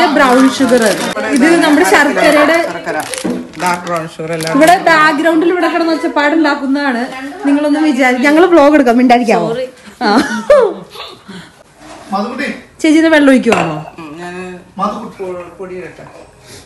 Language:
Malayalam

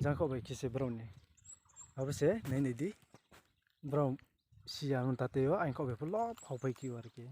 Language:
Riang (India)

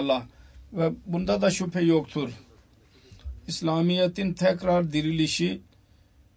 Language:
Turkish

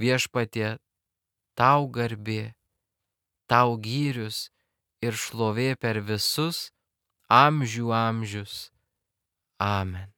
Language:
Lithuanian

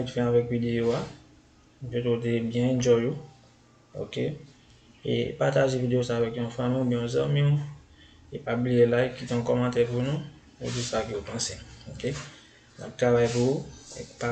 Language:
Haitian Creole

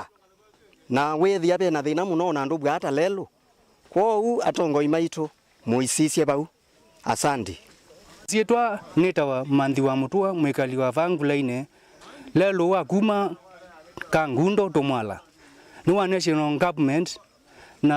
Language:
Kamba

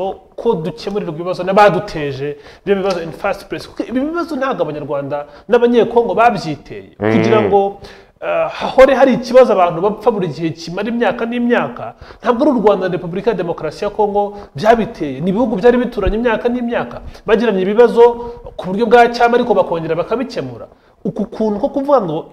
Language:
Kinyarwanda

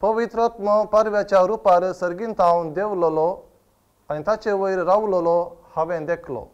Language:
Konkani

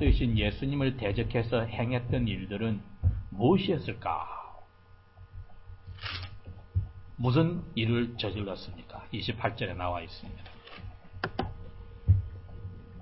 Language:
Korean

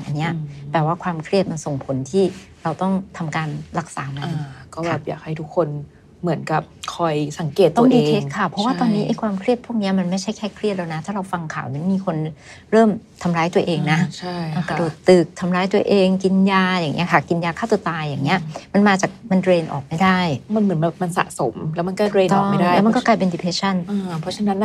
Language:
Thai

